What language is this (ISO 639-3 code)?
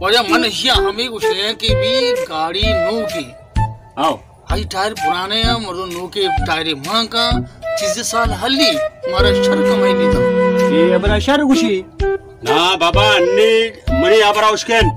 bal